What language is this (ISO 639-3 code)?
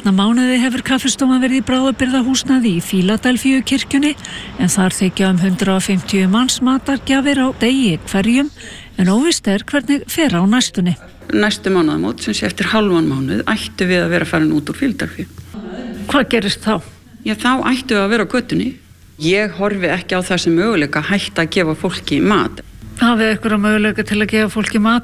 isl